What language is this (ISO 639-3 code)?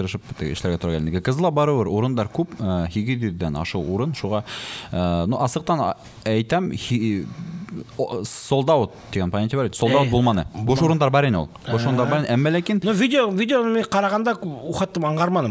bak